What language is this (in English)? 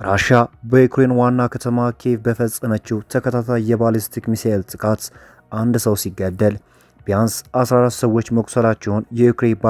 Amharic